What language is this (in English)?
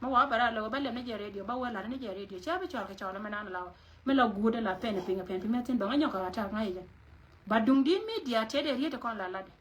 Nuer